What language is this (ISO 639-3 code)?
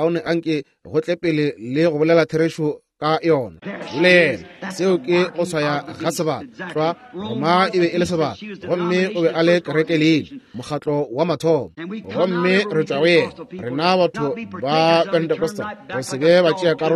nso